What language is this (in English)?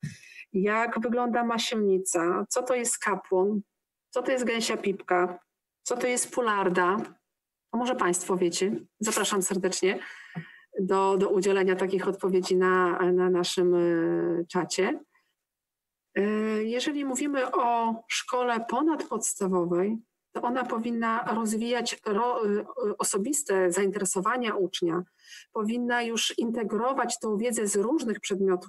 Polish